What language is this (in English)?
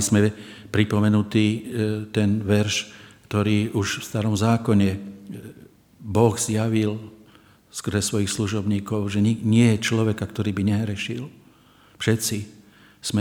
Slovak